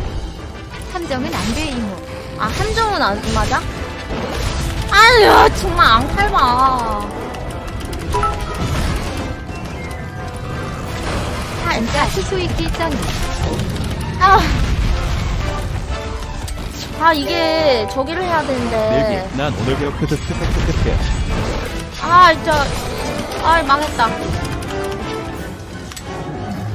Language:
Korean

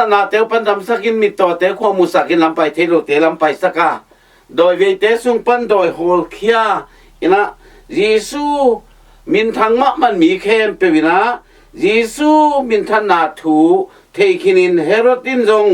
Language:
Tedim Chin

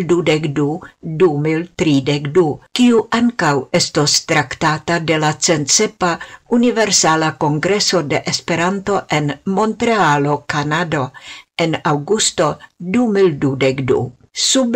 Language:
Esperanto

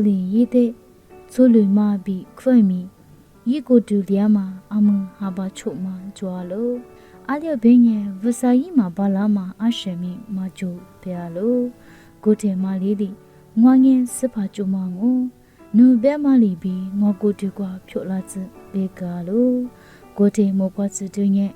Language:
Lisu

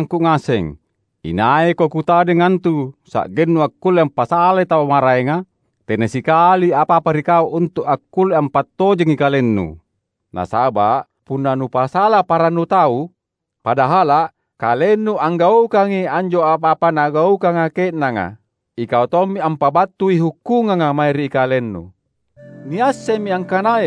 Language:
Makasar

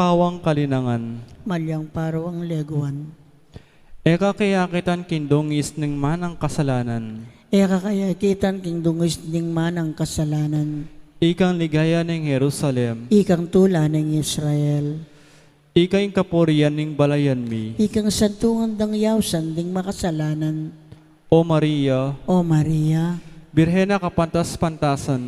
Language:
Pampanga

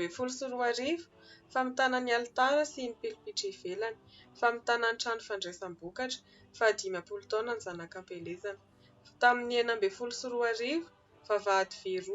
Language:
Malagasy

